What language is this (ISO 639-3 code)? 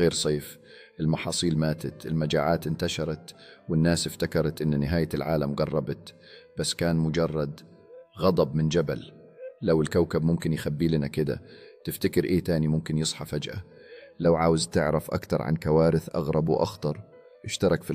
arz